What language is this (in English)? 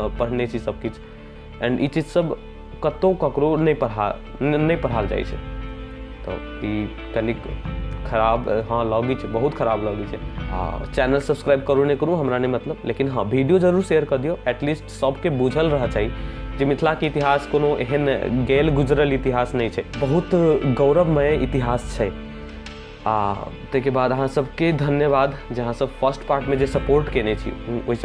Maithili